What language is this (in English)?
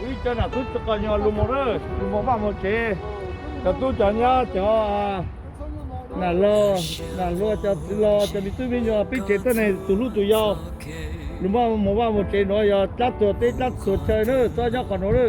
Hmong